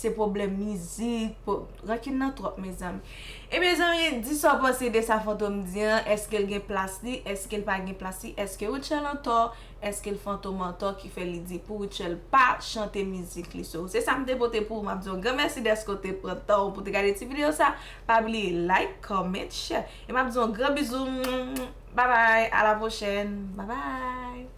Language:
Haitian Creole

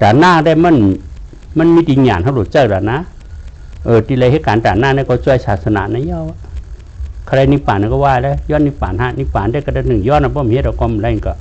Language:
Shan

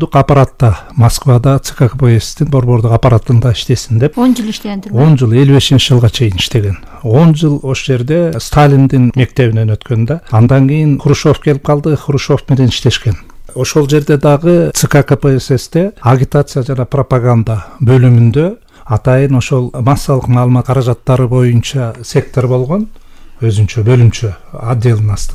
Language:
Kyrgyz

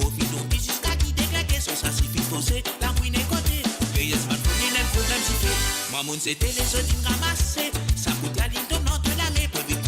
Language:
Morisyen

